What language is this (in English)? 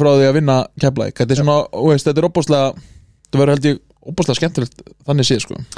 Icelandic